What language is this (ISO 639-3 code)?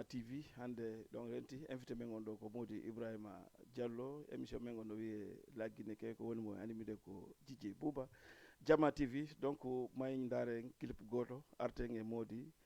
ful